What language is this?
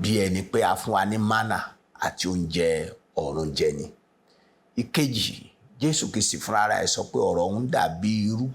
Yoruba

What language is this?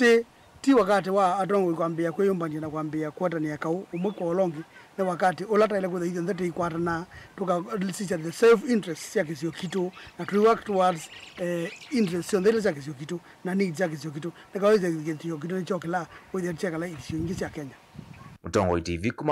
Kamba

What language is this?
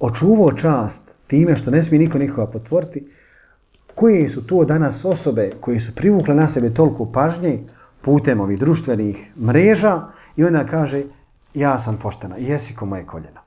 Bosnian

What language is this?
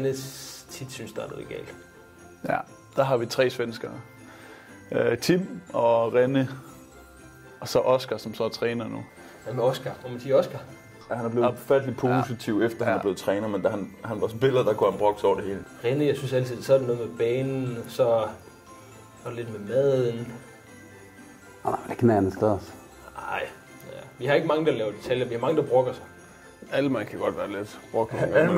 Danish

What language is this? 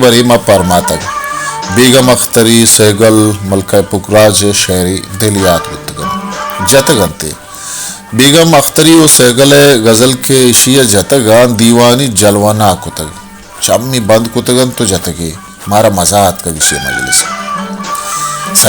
Baluchi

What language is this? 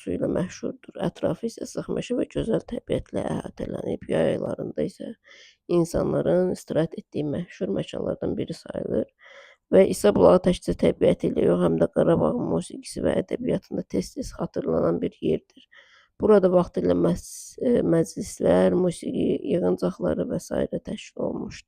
Azerbaijani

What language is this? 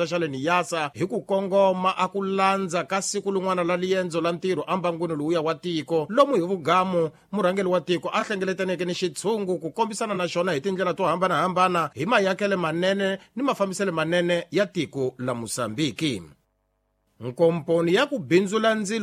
Tsonga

